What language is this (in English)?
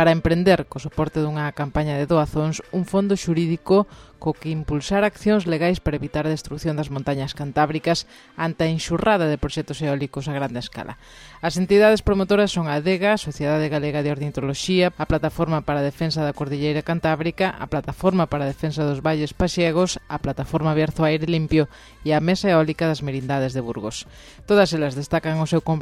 Galician